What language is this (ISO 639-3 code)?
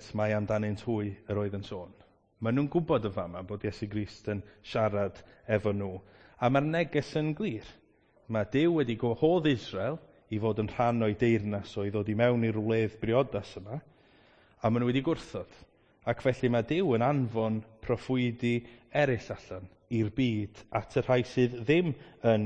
cym